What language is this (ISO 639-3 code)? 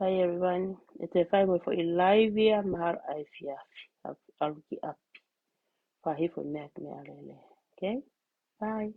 ton